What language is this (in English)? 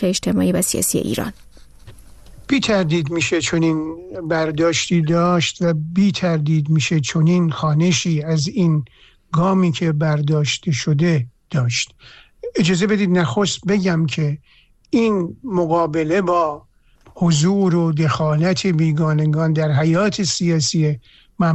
Persian